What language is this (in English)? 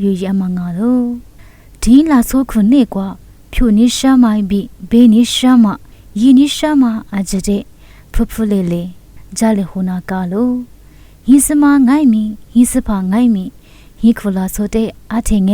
Lisu